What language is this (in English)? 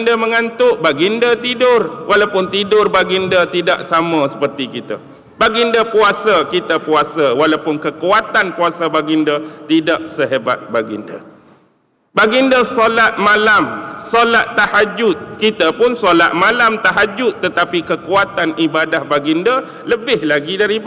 Malay